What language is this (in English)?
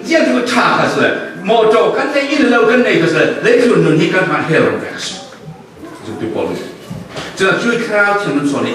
Falam Chin